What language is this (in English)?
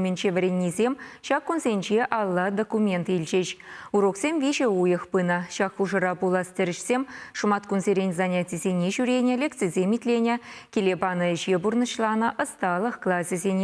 Chuvash